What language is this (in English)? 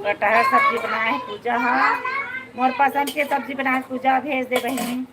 Chhattisgarhi